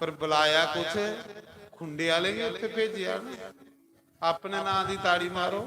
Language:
Dogri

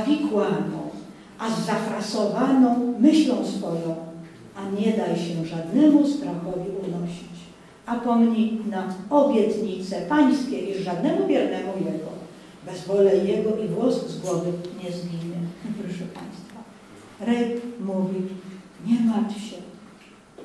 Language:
Polish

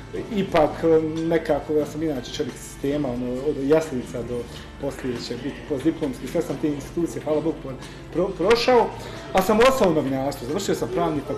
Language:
Bosnian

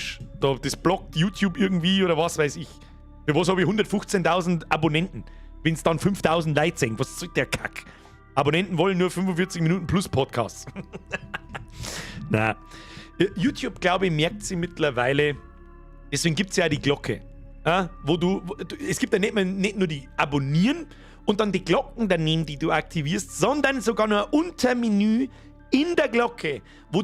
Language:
Bavarian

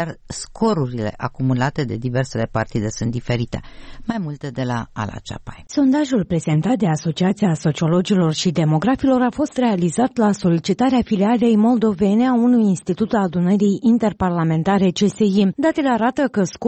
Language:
Romanian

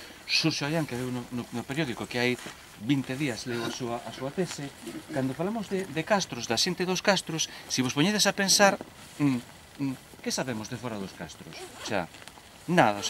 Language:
Galician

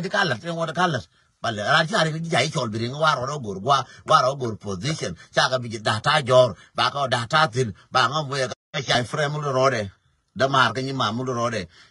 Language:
Nuer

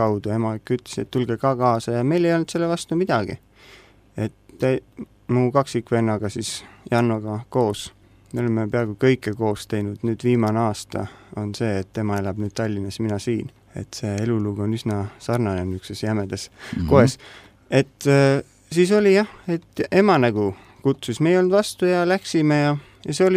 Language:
Estonian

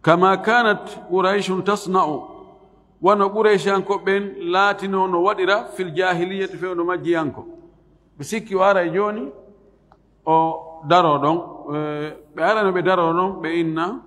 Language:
Fula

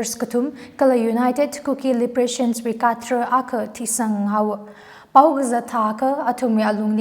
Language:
Tangkhul Naga (India)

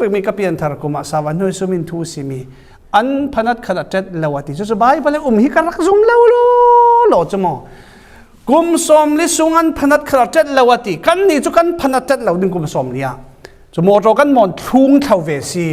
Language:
Falam Chin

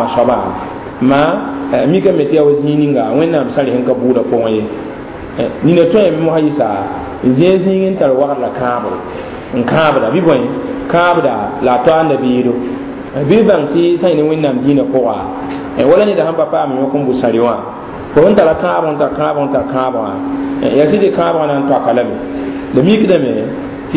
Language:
Mossi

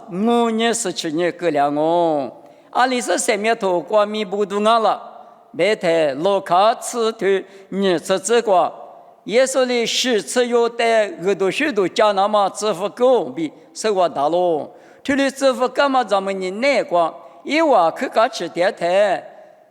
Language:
Lisu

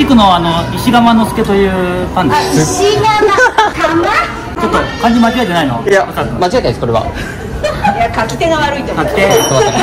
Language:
Japanese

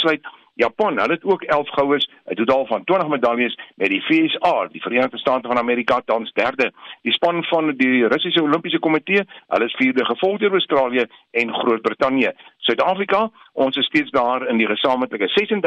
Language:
Afrikaans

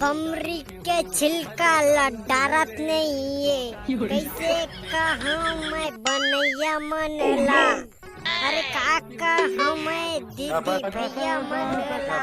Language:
Chhattisgarhi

